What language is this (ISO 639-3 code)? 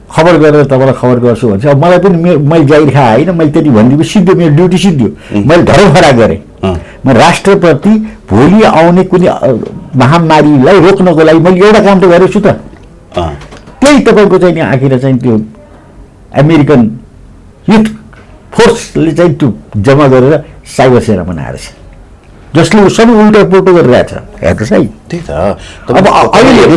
nep